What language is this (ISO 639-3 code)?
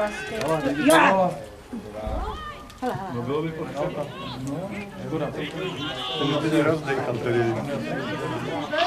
ces